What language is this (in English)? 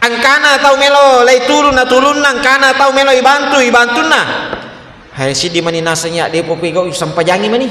Buginese